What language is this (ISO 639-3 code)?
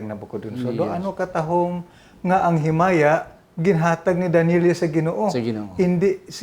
hil